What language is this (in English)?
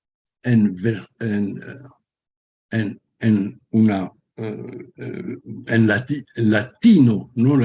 Ladino